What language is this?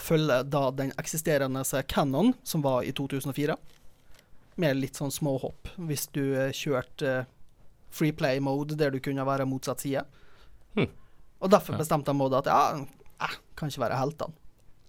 Norwegian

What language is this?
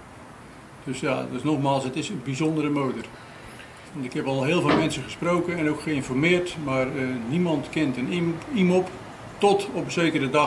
Dutch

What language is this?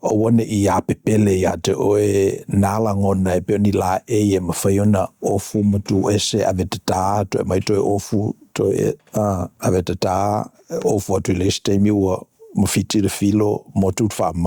Samoan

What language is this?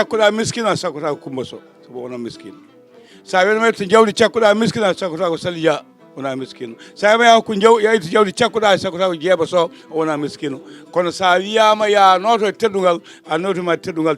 Fula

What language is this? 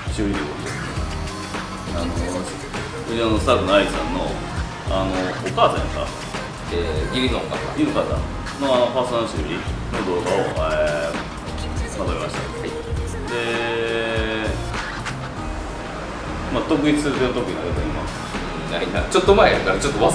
Japanese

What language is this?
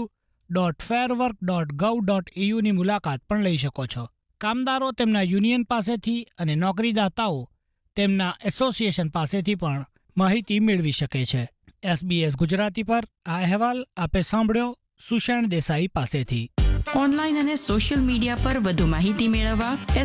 Gujarati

